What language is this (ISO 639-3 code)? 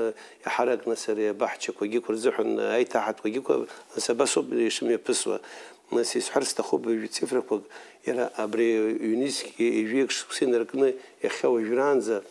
abk